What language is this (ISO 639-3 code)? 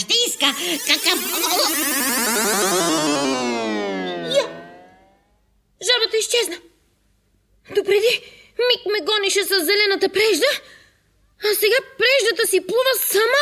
bul